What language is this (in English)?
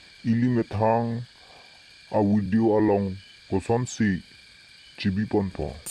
Karbi